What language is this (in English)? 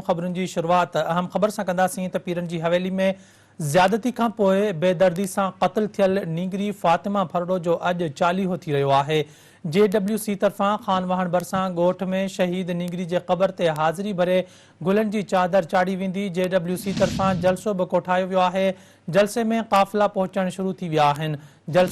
Sindhi